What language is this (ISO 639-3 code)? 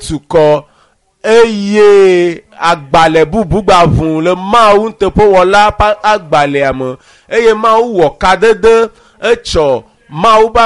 ewe